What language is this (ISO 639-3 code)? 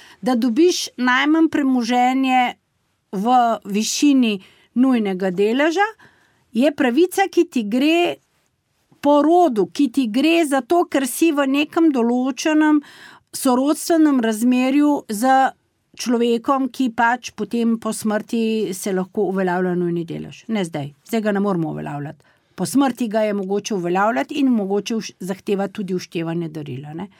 slv